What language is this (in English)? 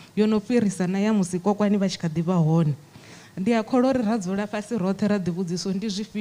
Venda